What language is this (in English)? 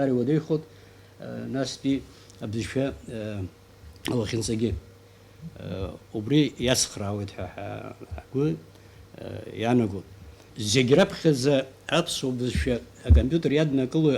Abkhazian